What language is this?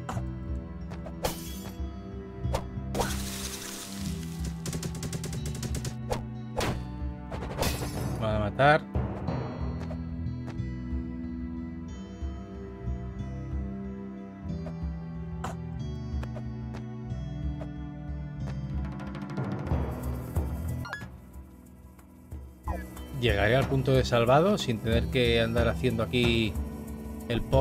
Spanish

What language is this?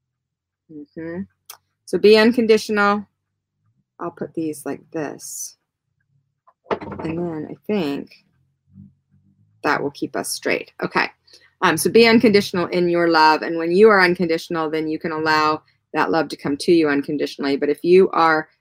English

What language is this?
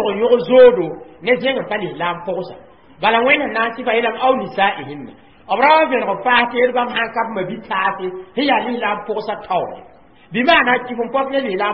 Mossi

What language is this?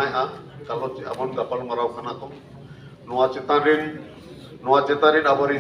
Santali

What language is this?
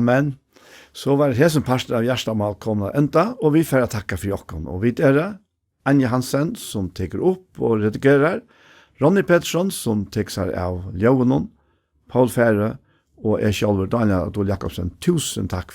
Faroese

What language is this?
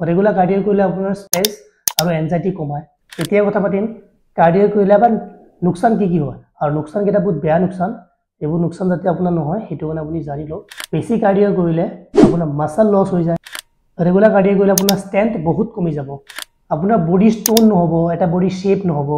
Assamese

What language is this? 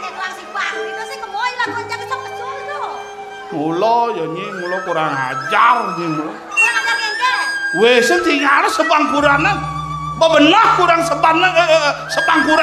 Balinese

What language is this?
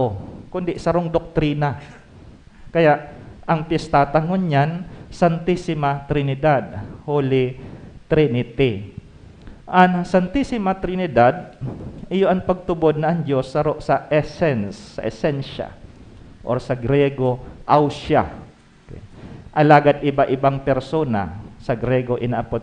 Bikol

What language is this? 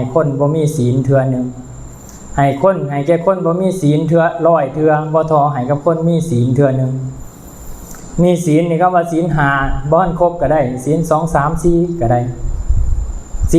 Lao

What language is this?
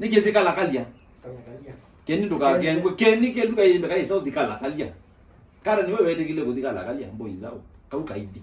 Kamba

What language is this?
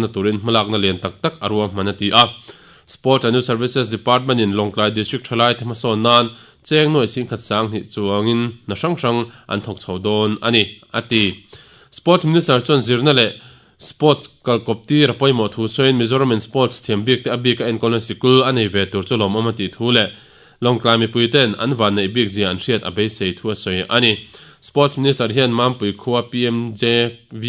Mizo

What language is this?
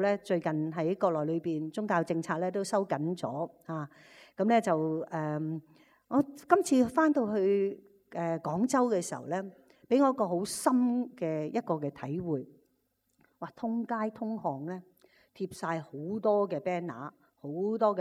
Cantonese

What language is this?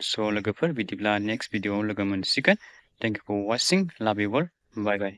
Bodo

